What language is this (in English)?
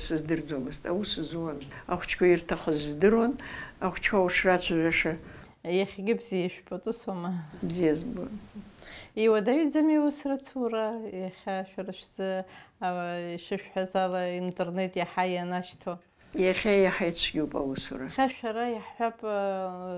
Abkhazian